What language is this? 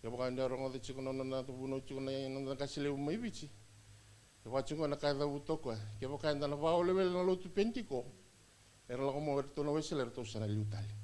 Fijian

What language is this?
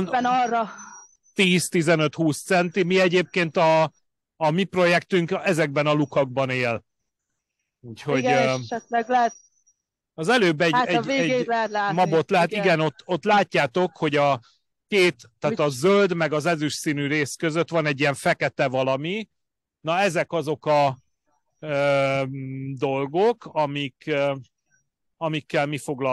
Hungarian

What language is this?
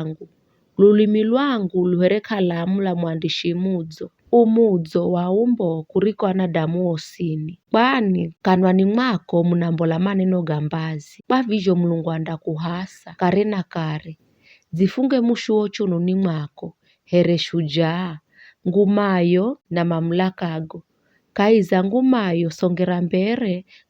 Giryama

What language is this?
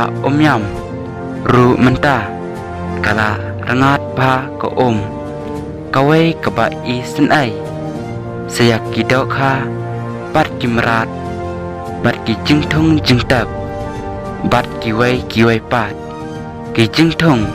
Khasi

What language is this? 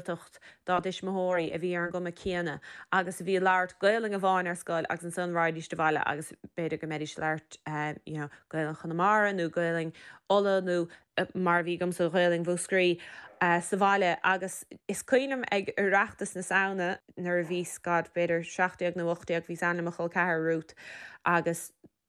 Irish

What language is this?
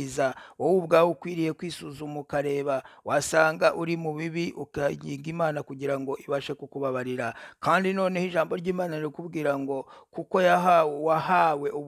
Kinyarwanda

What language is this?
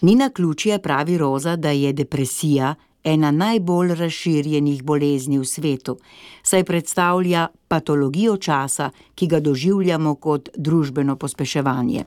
Slovenian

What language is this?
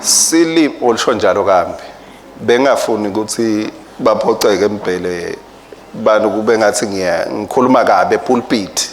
Swati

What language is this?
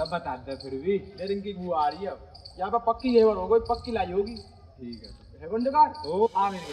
Braj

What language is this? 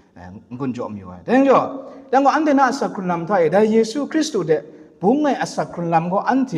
Kachin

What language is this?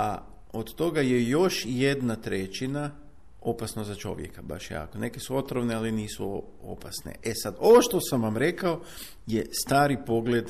Croatian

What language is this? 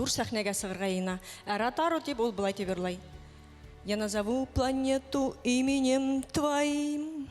Bashkir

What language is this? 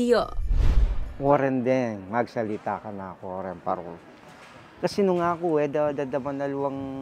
Pampanga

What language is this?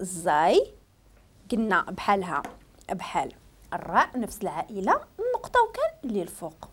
Moroccan Arabic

